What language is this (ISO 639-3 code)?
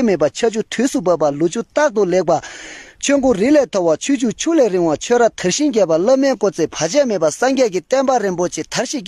bod